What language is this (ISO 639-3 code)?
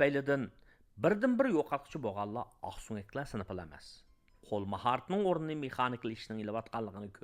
uig